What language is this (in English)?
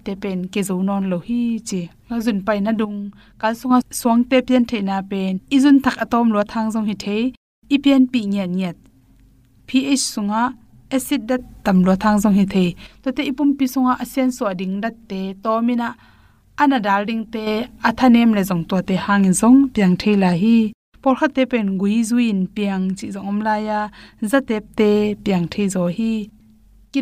Tedim Chin